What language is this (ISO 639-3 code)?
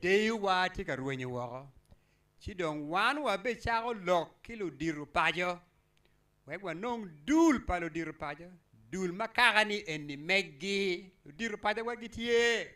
ach